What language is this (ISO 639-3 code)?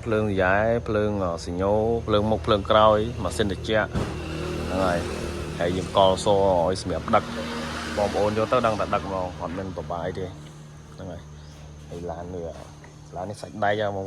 khm